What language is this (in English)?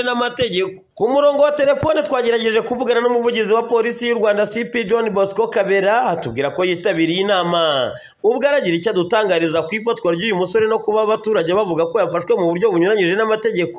Kinyarwanda